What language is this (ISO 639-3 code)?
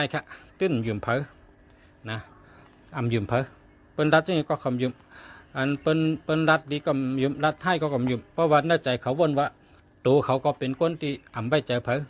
shn